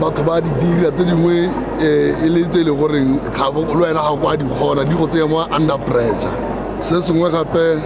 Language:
Tswana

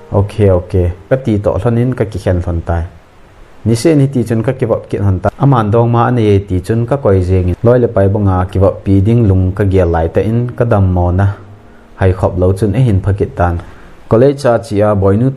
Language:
Thado Chin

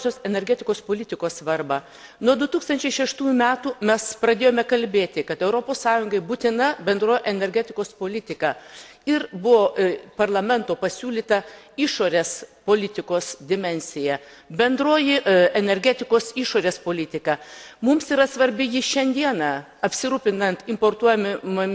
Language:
Lithuanian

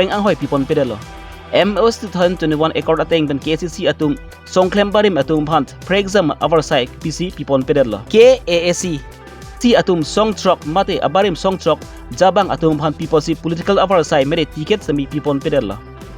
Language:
Karbi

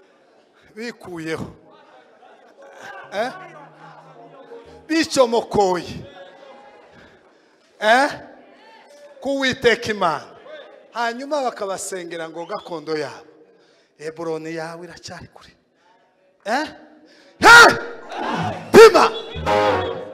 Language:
Kinyarwanda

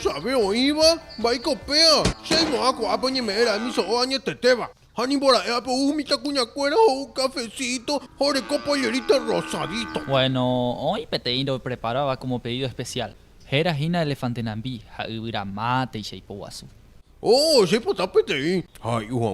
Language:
Guarani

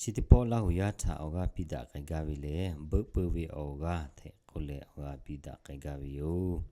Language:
Lahu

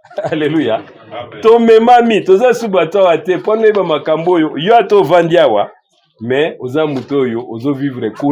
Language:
Lingala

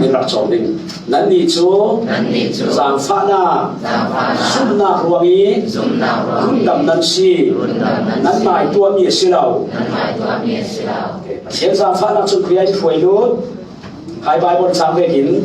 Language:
Falam Chin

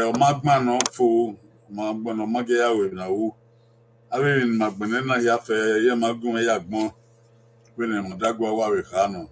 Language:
Bini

